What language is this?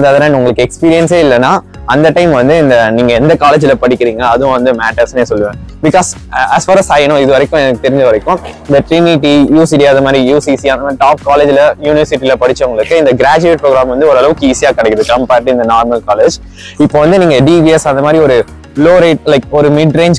Tamil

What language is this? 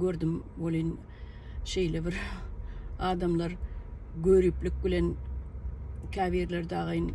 Turkmen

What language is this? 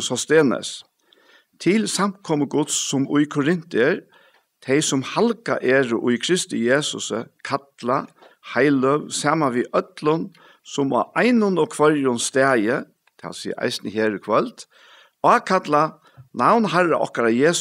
Faroese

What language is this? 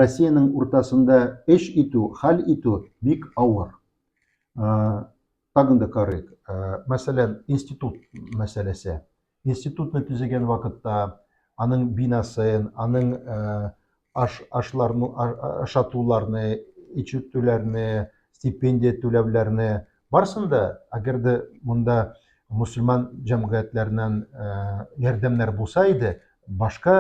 Tatar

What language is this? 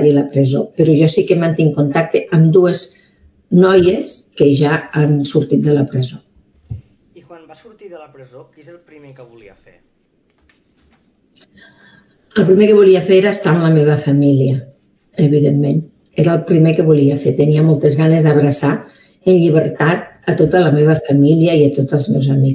Catalan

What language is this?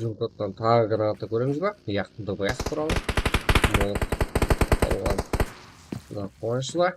Kara-Kalpak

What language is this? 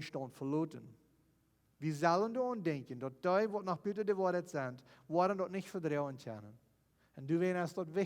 Plautdietsch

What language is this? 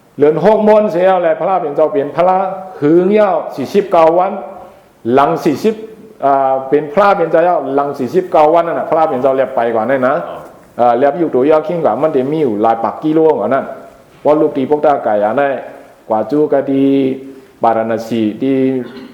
Shan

